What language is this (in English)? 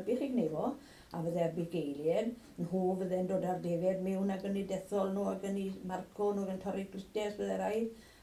Welsh